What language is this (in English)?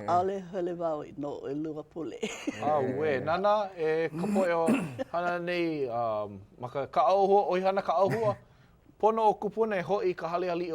Hawaiian